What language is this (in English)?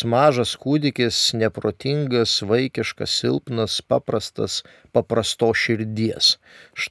Lithuanian